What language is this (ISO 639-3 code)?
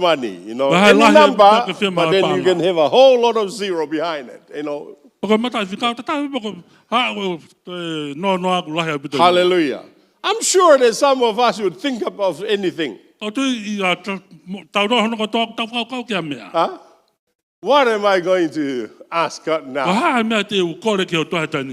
ton